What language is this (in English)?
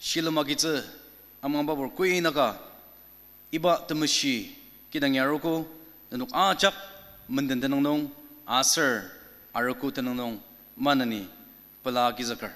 Ao Naga